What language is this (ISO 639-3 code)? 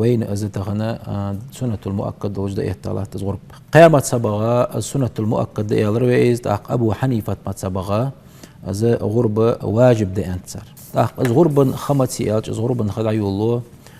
inh